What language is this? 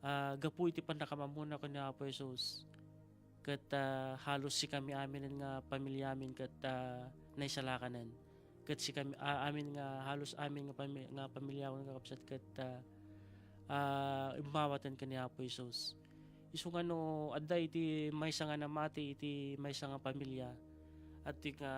Iloko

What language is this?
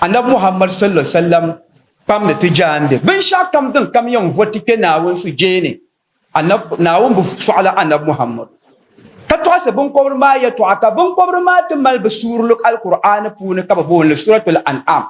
Dagbani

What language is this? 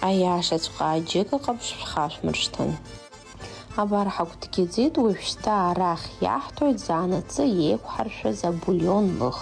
Abkhazian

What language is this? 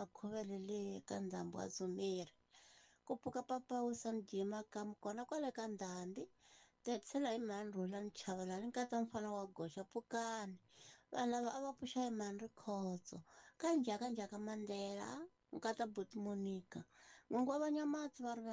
Tsonga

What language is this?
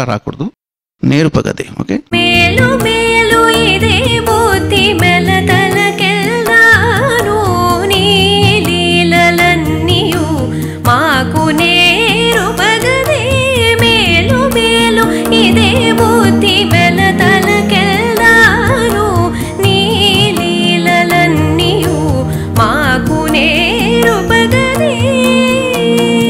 Telugu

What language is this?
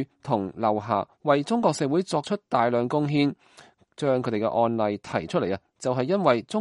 Cantonese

